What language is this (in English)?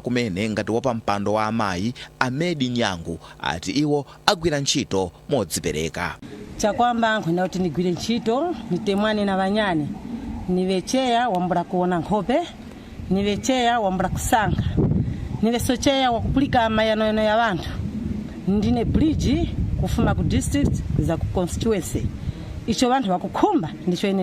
Nyanja